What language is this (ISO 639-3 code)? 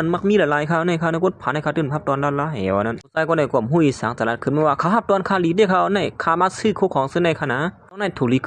shn